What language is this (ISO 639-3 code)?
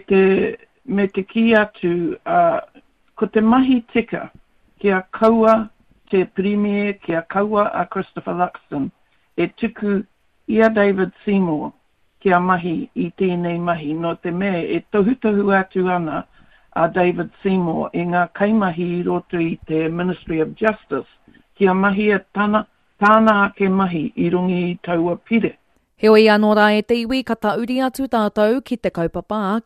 mri